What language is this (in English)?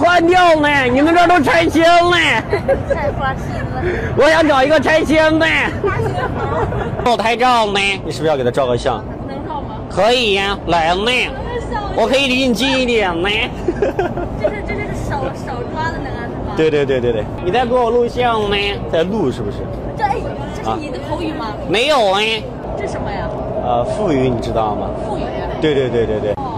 Chinese